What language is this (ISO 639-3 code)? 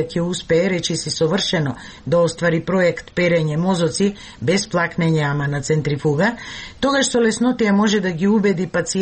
mkd